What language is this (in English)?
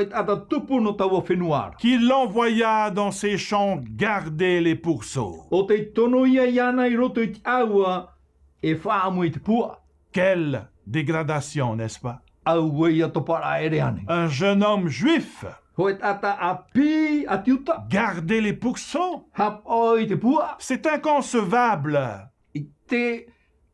Tahitian